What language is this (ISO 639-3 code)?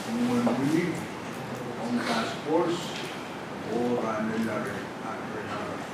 pon